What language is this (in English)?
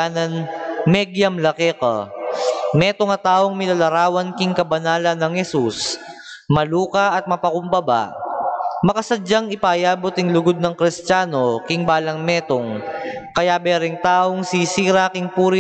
Pampanga